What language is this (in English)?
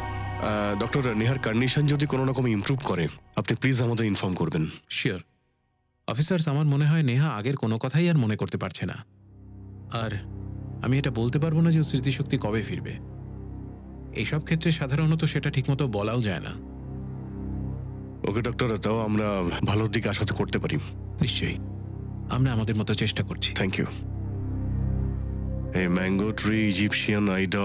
Bangla